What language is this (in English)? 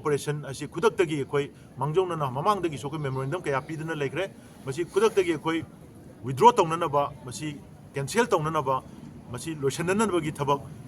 Manipuri